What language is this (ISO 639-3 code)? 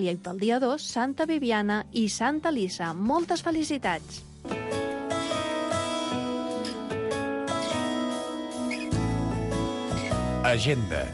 cat